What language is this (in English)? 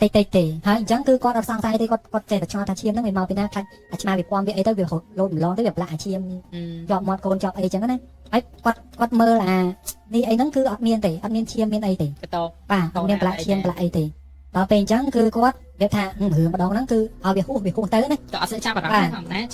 Khmer